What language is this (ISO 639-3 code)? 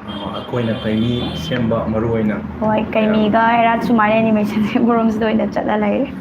mni